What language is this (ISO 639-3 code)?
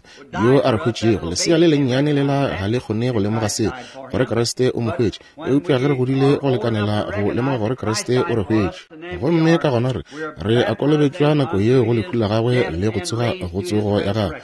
nso